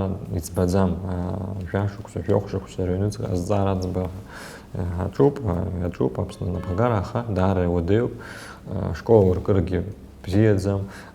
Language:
Abkhazian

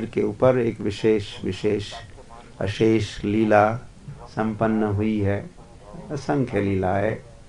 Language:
Hindi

